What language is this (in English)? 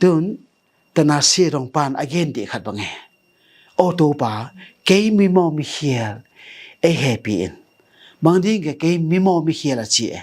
Tedim Chin